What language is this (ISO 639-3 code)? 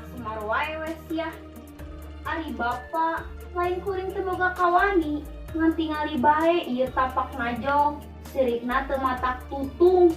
sun